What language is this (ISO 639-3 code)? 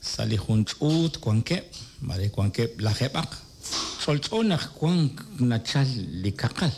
kek